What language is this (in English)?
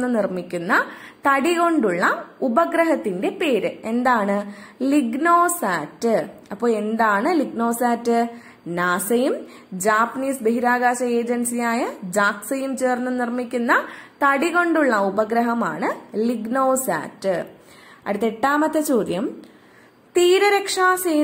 Malayalam